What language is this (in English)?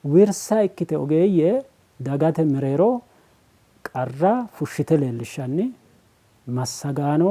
Sidamo